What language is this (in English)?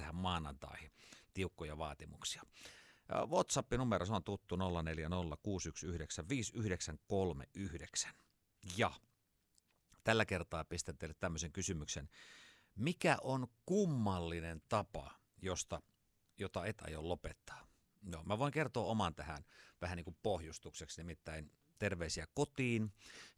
Finnish